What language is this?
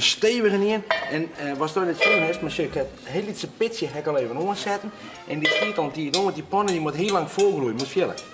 Western Frisian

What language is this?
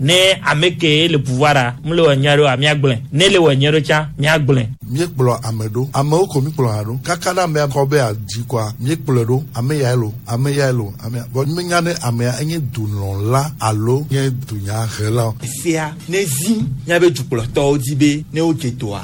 Gen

